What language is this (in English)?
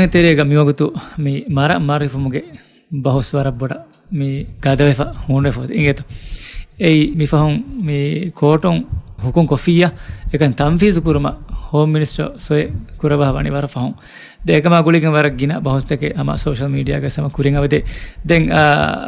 Divehi